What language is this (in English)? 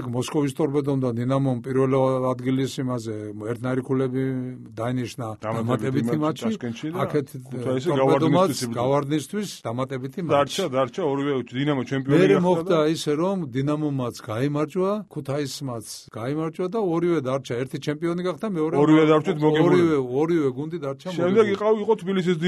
Georgian